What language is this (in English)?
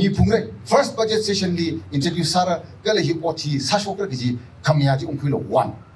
Tangkhul Naga (India)